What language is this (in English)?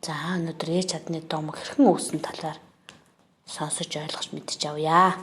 Mongolian